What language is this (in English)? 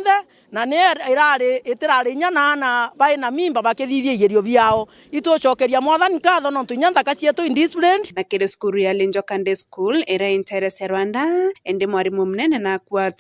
Meru